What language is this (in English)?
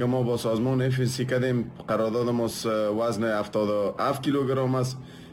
Persian